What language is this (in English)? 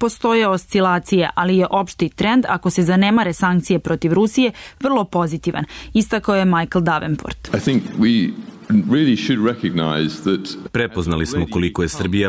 Serbian